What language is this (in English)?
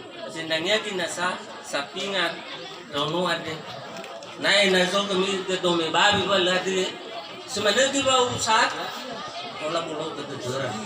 Nias